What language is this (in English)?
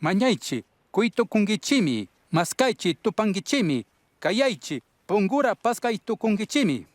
Chimborazo Highland Quichua